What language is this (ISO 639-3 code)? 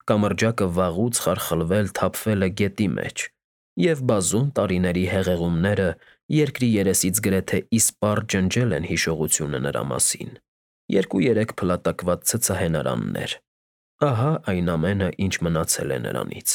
hye